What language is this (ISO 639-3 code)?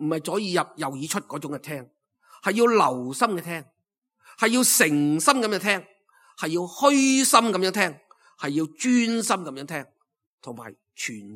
yue